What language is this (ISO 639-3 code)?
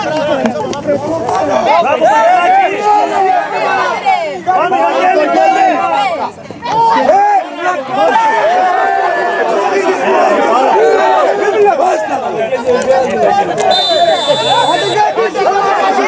ell